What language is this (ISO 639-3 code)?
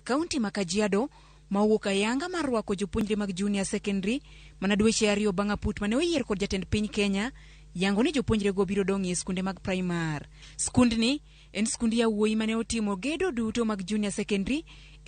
luo